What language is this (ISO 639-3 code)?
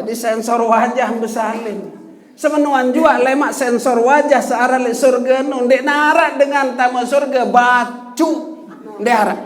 sas